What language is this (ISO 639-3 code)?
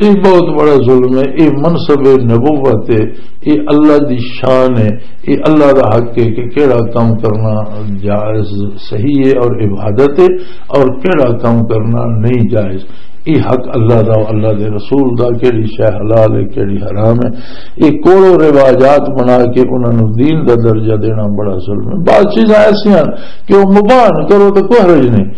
lah